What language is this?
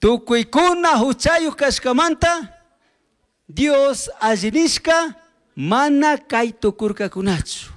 Chimborazo Highland Quichua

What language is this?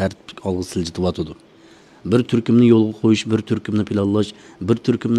Uyghur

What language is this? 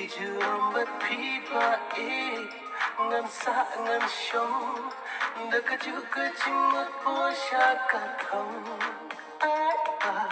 Khasi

